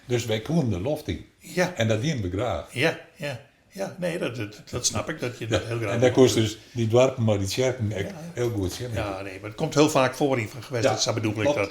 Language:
Western Frisian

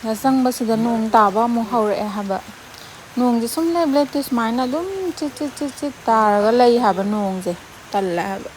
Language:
Manipuri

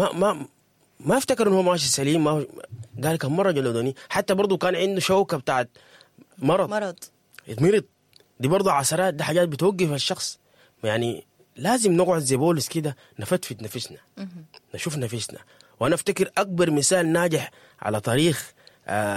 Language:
Sudanese Arabic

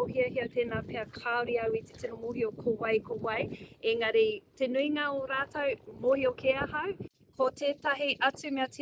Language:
Māori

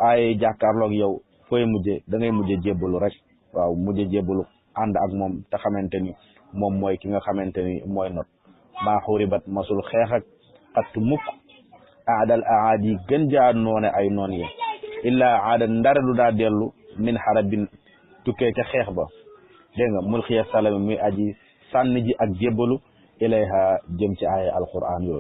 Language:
Wolof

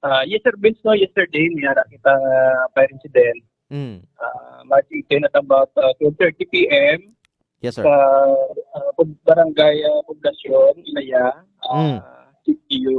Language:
Hiligaynon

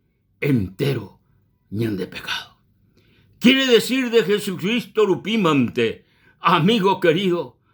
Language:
Guarani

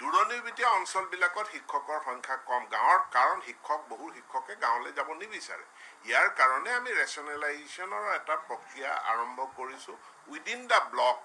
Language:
Assamese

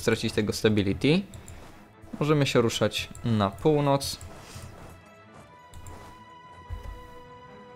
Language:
Polish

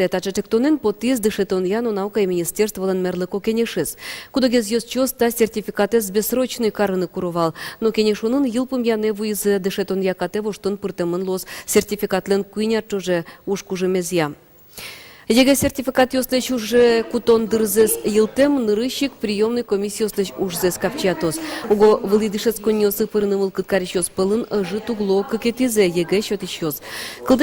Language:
Udmurt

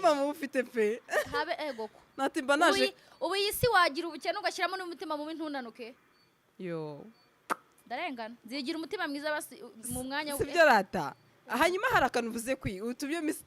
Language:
Kinyarwanda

